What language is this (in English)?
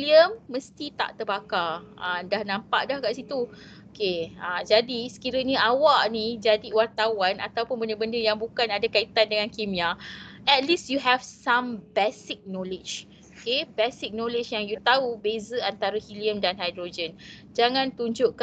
Malay